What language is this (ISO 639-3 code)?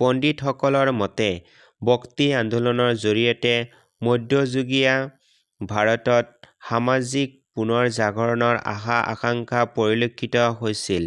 asm